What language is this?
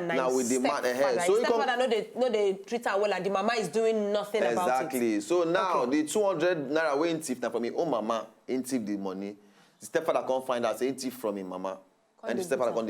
Nigerian Pidgin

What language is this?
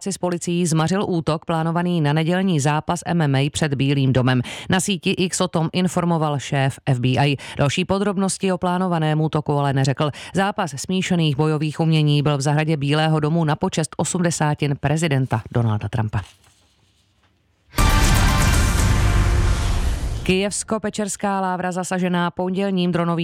Czech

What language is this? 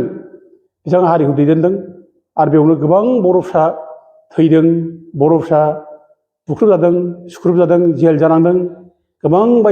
Bodo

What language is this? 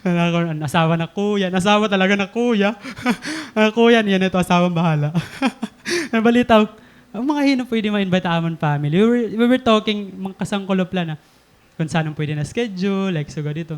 Waray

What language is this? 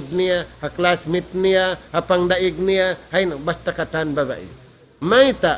Tausug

